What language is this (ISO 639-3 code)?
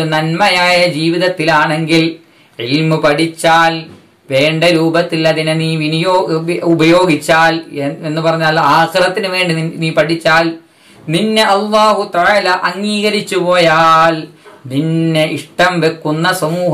mal